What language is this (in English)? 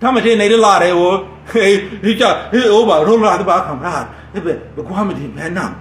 Nuer